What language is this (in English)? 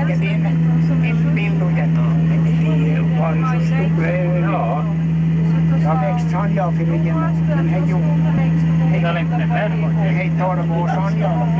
Swedish